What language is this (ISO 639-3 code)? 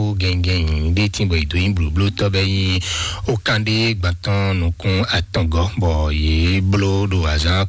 fon